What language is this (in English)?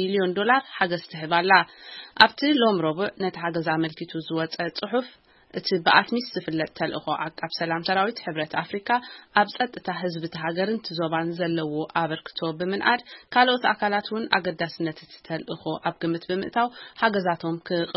Tigrinya